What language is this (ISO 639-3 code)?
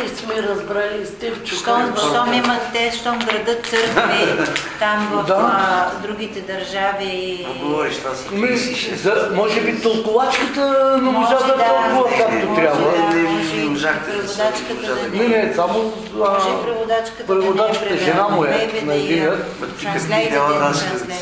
bul